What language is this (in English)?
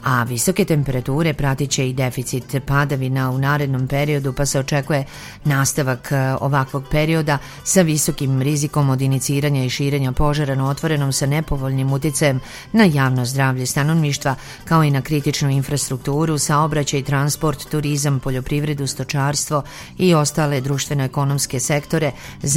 Serbian